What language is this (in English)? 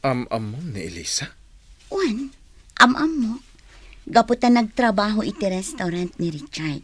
Iloko